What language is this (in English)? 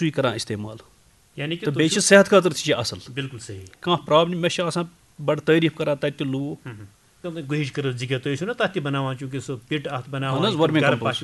Kashmiri